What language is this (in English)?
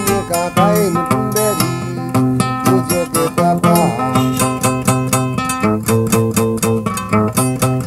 Swahili